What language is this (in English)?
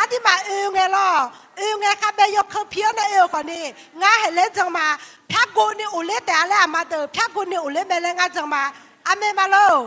Akha